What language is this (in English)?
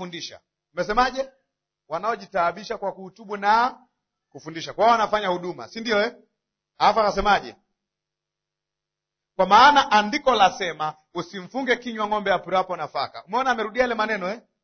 Swahili